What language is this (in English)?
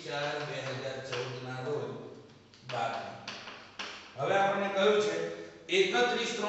Gujarati